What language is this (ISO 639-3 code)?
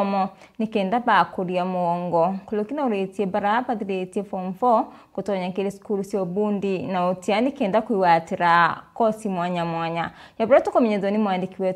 mer